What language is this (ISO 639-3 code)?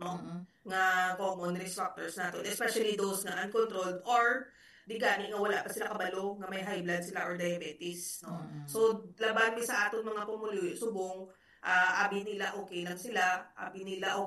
hil